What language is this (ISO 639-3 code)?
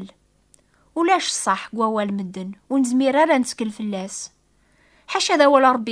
kab